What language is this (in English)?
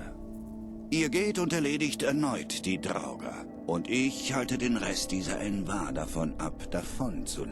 Bavarian